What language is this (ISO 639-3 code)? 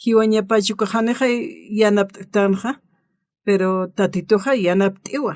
aym